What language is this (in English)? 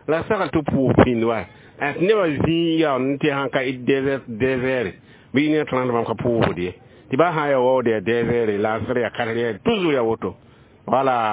Mossi